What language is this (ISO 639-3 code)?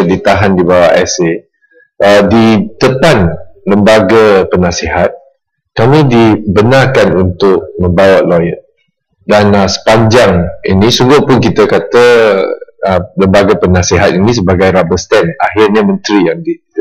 msa